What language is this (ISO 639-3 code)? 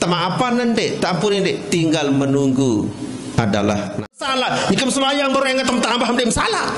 sas